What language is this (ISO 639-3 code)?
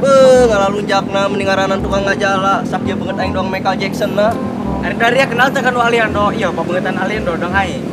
sun